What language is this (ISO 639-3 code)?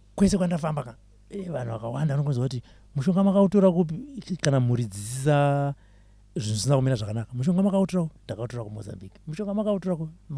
sna